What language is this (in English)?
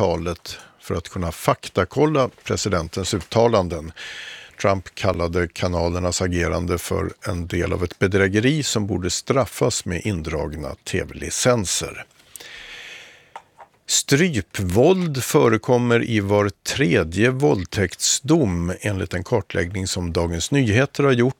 Swedish